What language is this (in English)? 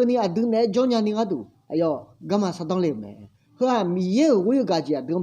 Akha